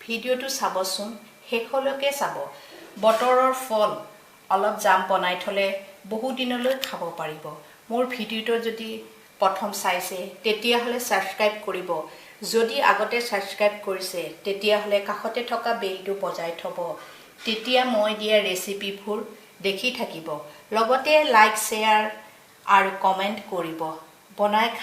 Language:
Assamese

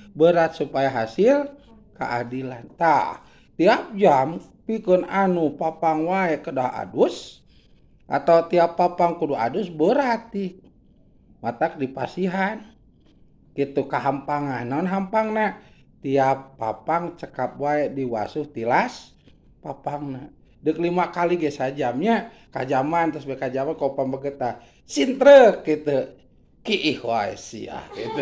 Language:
Sundanese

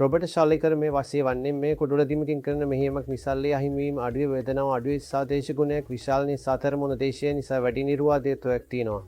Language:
Sinhala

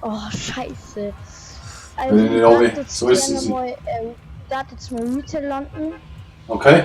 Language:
Bavarian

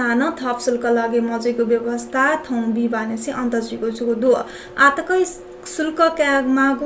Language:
Newari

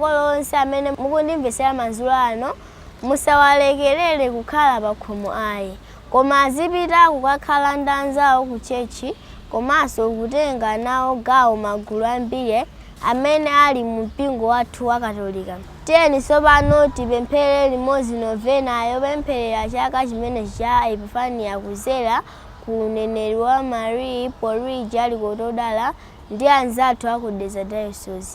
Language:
Nyanja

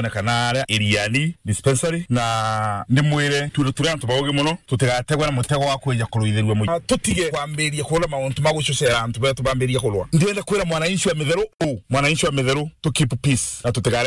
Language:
Meru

